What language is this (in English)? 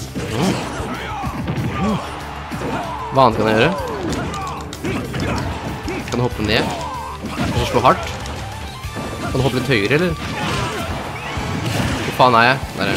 Norwegian